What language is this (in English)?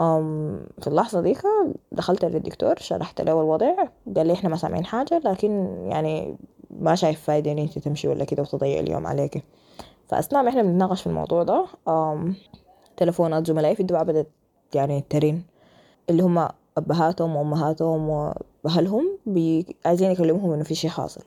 Sudanese Arabic